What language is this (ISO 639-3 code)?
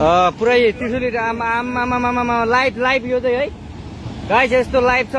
nep